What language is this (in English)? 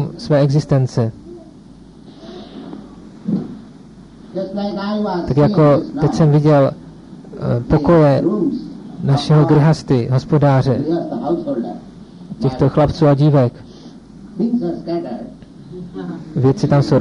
Czech